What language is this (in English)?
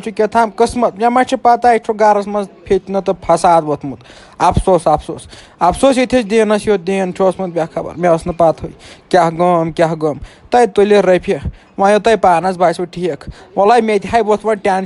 Kashmiri